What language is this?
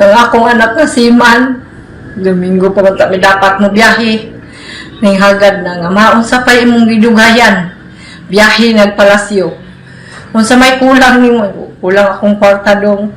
Cebuano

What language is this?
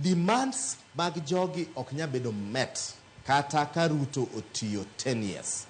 Luo (Kenya and Tanzania)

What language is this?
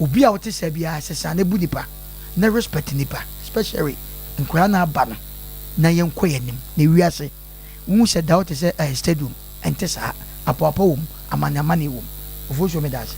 Akan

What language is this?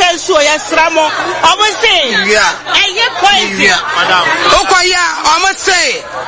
Akan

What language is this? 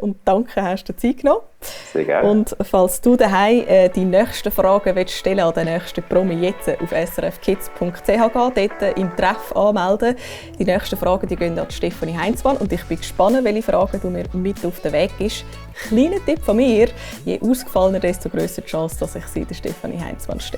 Swiss German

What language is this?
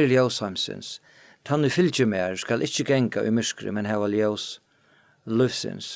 Faroese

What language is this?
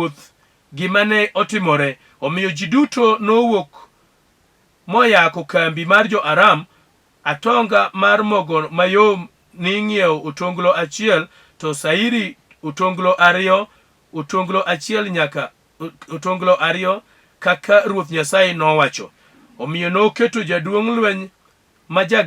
Luo (Kenya and Tanzania)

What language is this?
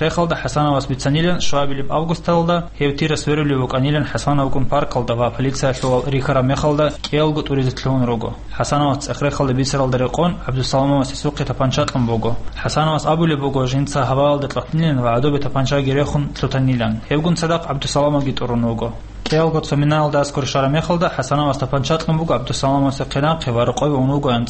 Avaric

